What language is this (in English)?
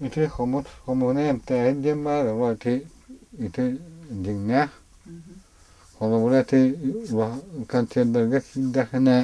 Yakut